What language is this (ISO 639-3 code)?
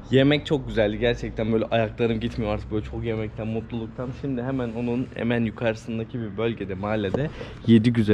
tur